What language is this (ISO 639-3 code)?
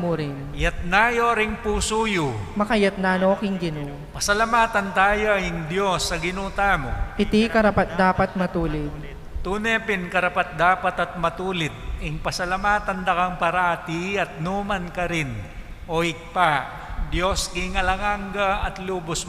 pam